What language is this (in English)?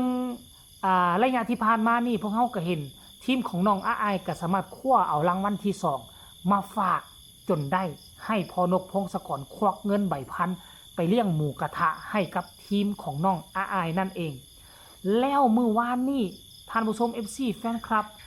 Northeastern Thai